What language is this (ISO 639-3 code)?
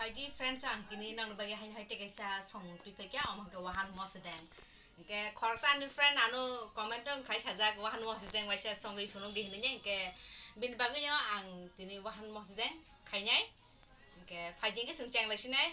trp